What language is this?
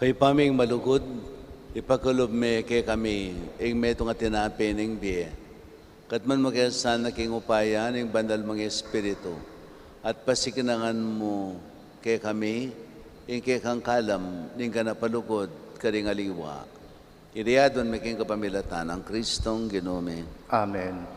Pampanga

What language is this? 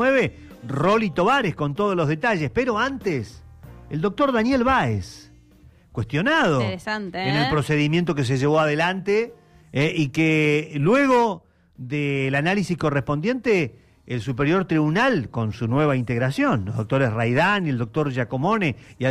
Spanish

